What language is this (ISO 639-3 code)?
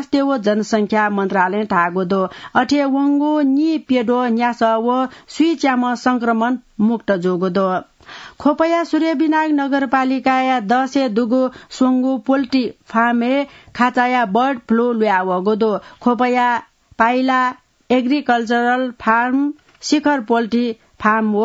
new